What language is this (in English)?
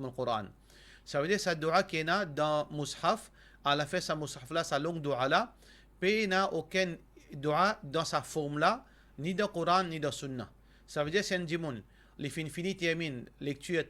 Morisyen